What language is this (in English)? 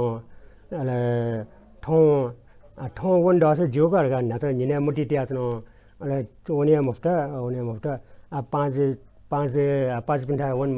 Newari